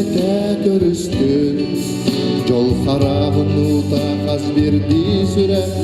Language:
Yakut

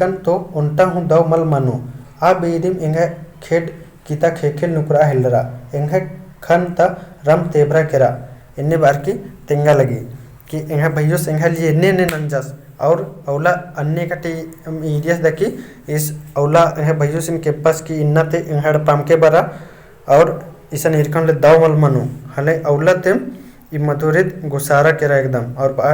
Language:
Kurukh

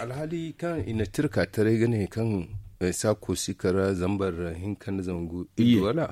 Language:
Zarma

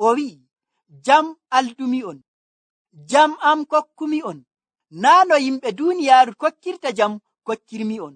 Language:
Nigerian Fulfulde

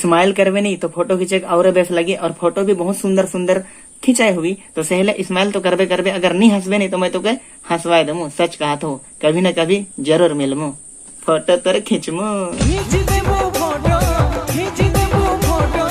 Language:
Sadri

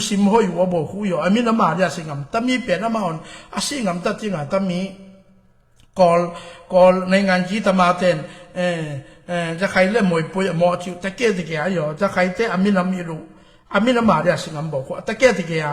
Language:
Tedim Chin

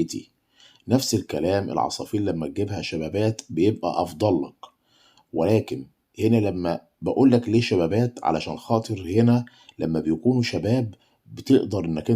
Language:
Egyptian Arabic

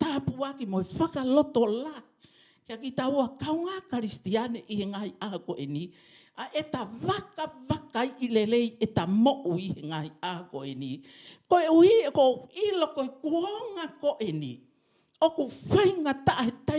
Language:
Tongan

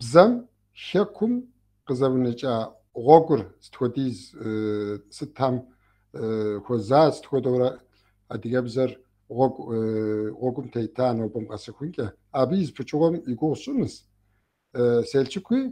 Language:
Kabardian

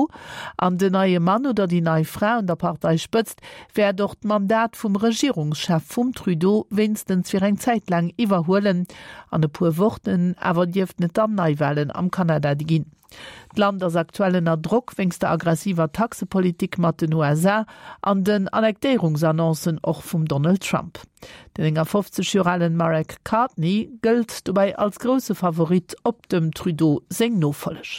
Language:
Luxembourgish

